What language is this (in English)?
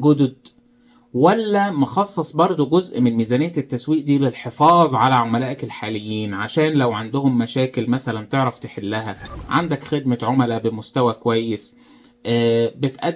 Egyptian Arabic